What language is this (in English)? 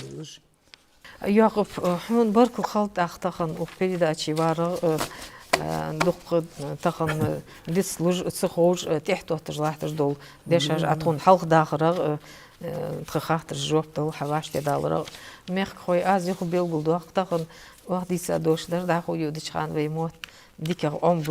Ingush